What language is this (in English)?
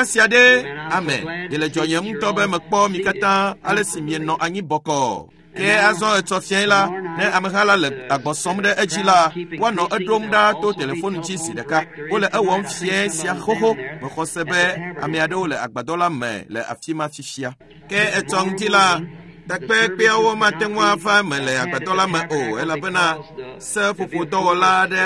Ewe